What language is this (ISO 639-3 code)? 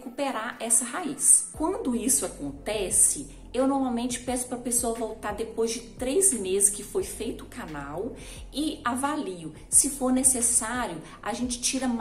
por